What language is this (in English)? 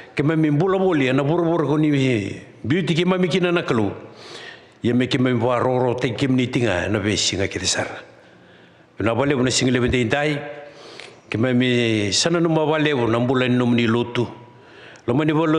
Fijian